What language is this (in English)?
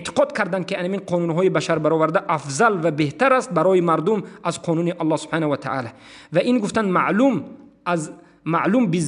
Tajik